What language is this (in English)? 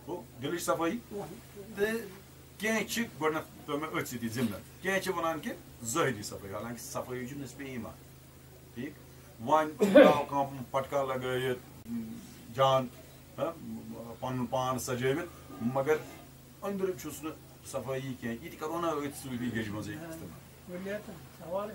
Kashmiri